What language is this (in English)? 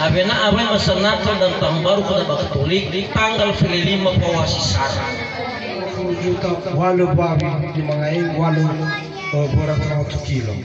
Nias